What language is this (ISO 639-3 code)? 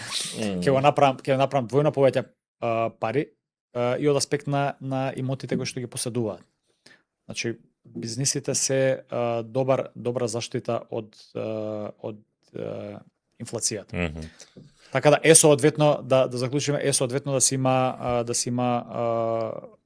mkd